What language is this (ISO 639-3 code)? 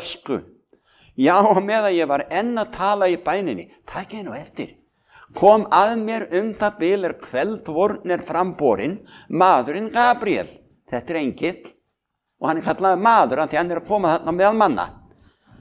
isl